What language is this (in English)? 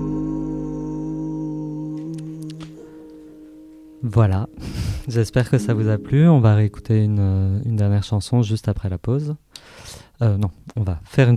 French